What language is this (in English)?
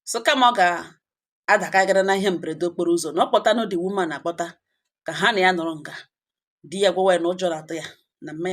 Igbo